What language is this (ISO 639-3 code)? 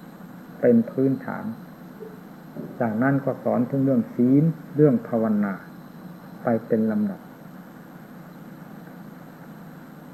tha